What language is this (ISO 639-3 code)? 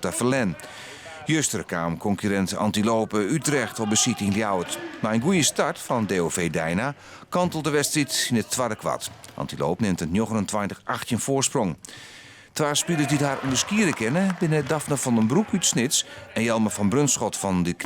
fry